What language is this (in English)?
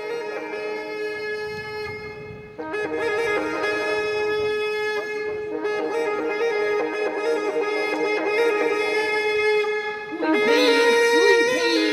Chuvash